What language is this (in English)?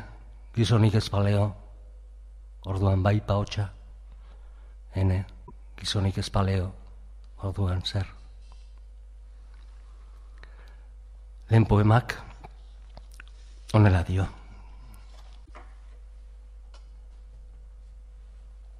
Basque